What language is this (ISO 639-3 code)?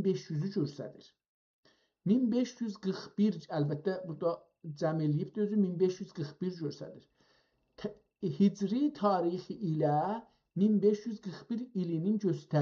azb